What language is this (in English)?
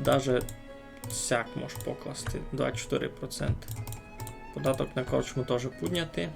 Rusyn